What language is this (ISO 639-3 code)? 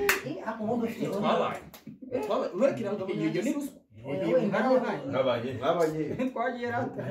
kin